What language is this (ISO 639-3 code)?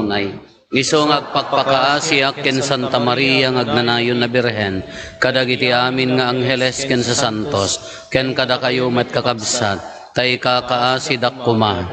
ilo